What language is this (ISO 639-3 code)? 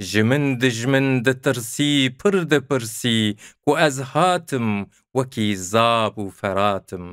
kur